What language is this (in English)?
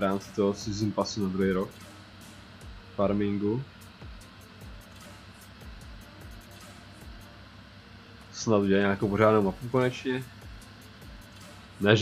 Czech